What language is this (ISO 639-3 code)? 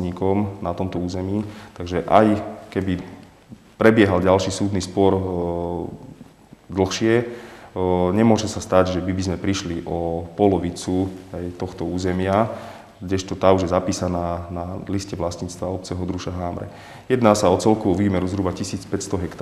slk